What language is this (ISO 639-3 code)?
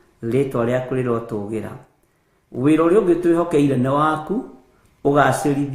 kik